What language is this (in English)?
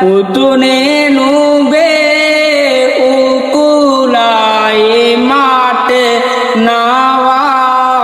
Sinhala